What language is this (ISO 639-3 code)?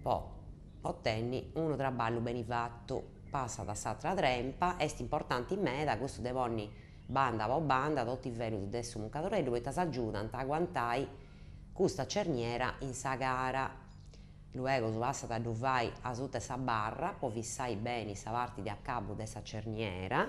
srd